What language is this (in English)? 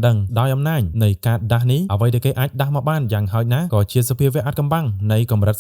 Khmer